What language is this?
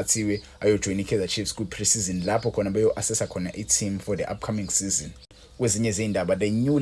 Zulu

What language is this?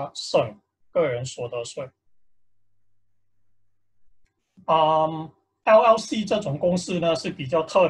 Chinese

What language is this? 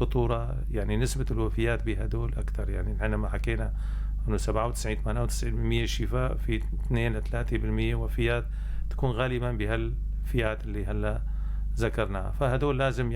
North Levantine Arabic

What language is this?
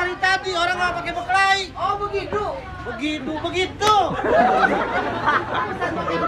Betawi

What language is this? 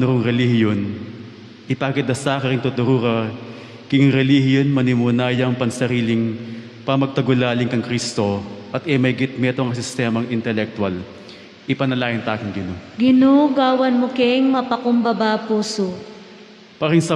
Pampanga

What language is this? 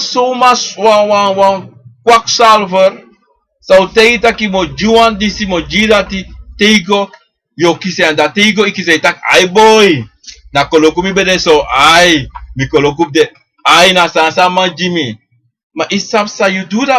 Sranan Tongo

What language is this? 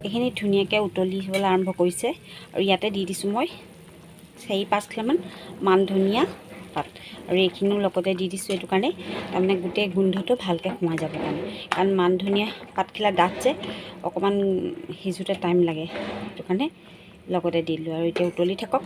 Assamese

